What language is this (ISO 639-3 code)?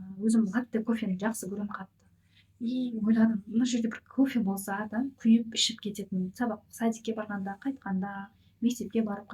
kaz